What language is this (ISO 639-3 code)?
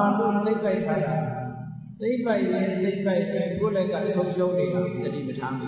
mya